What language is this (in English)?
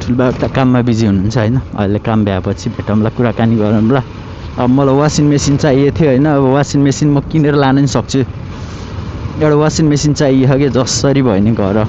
Nepali